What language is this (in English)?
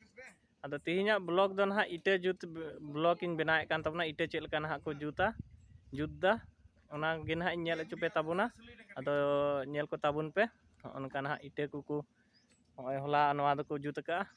Santali